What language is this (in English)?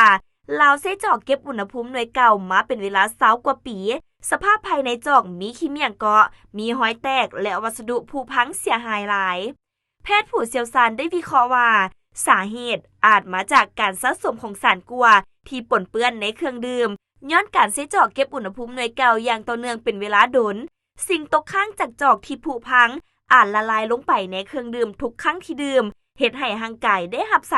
Lao